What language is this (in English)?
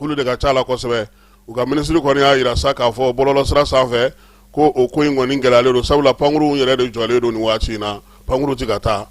Bambara